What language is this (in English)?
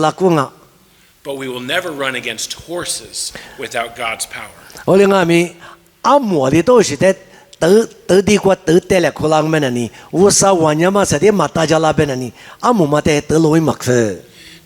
Lisu